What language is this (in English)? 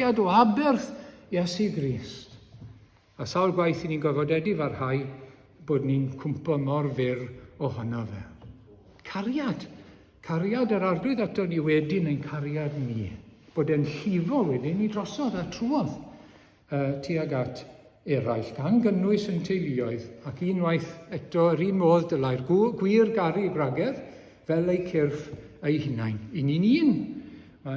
Welsh